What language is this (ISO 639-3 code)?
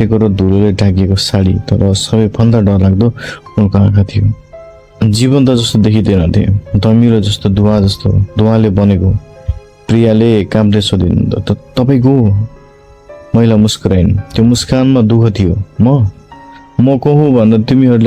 nep